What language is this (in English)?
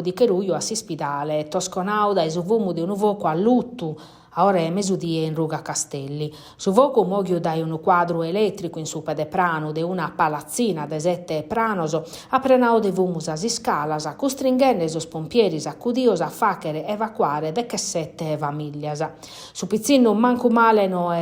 Sardinian